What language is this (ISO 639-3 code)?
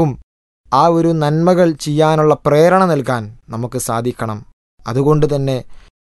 mal